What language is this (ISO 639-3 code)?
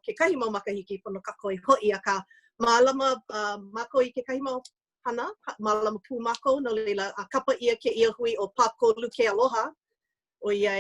haw